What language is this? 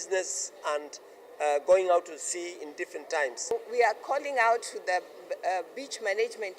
Kamba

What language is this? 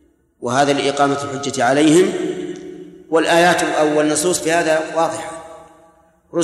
Arabic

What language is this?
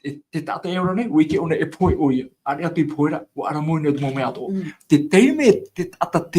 Tahitian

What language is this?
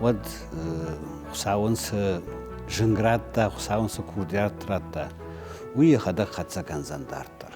Ossetic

